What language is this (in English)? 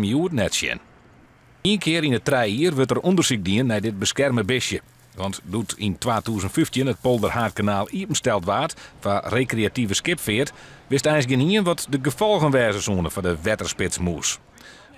Western Frisian